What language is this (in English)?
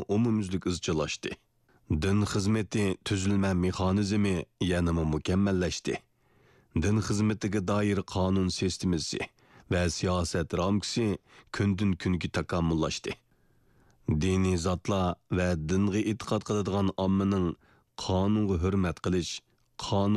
Uyghur